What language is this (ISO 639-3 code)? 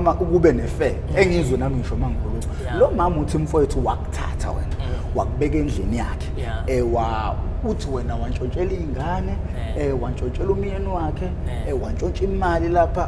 zul